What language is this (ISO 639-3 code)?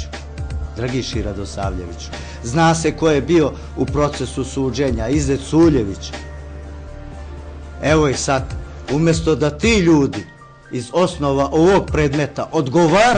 bos